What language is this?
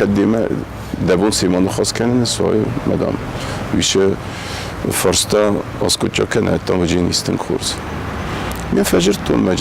Ossetic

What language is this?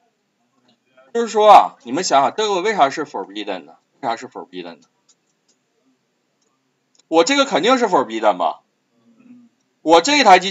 Chinese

